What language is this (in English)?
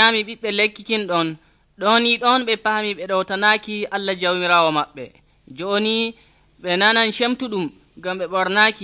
Nigerian Fulfulde